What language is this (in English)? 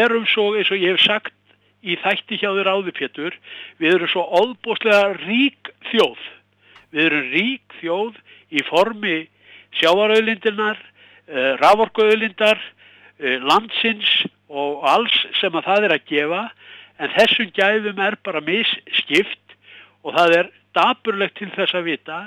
Icelandic